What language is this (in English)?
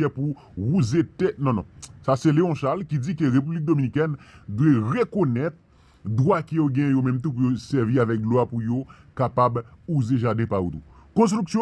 Haitian Creole